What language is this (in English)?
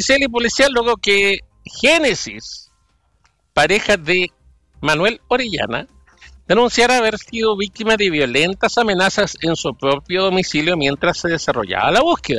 Spanish